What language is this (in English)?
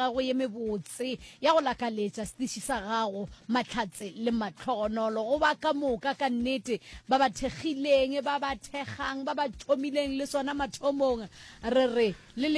Northern Sotho